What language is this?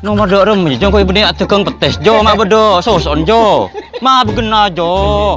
Madurese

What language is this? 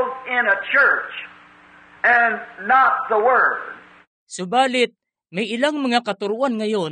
Filipino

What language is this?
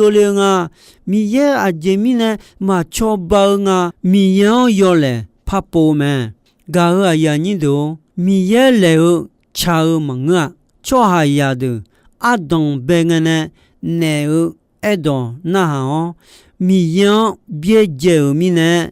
Akha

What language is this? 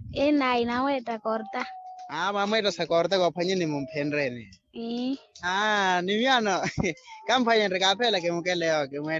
Makhuwa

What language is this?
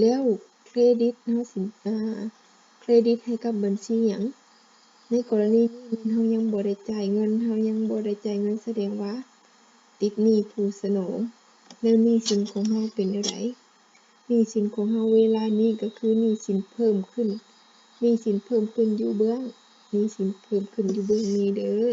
Lao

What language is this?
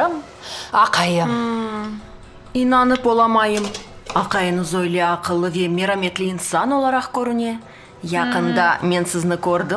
Crimean Tatar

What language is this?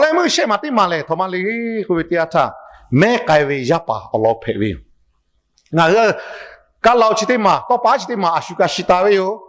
Lahu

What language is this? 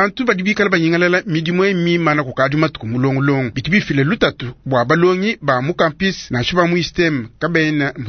Luba-Lulua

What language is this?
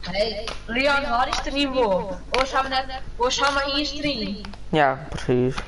Western Frisian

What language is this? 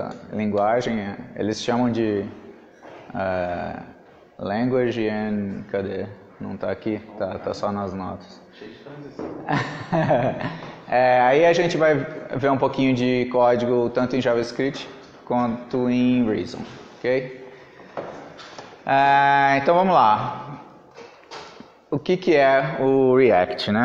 Portuguese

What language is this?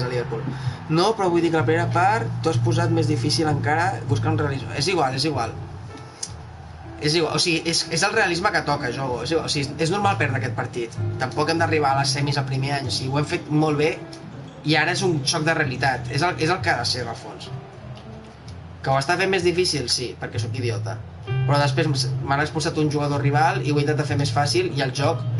Catalan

